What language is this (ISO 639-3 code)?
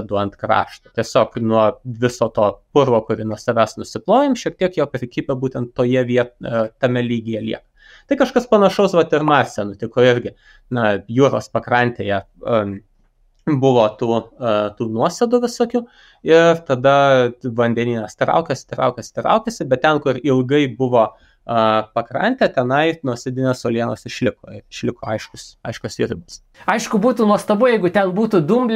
lit